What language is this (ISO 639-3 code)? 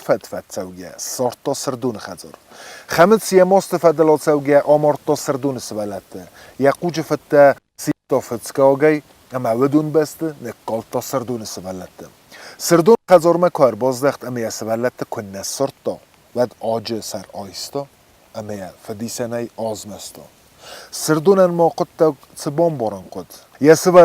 oss